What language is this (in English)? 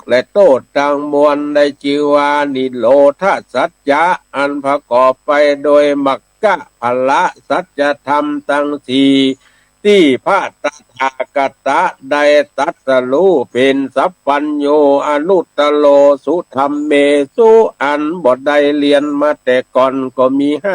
Northern Thai